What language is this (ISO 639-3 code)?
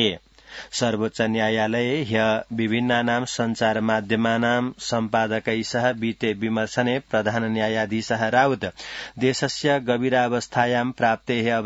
san